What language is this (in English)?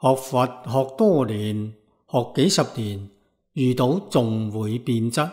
Cantonese